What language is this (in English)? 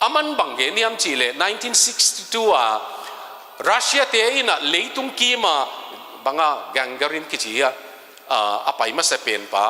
Tedim Chin